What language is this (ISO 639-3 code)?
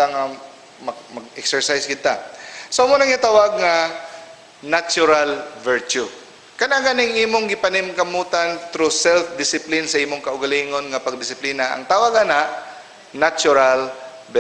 ceb